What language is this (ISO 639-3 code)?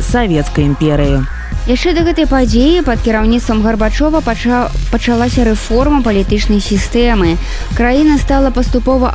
bel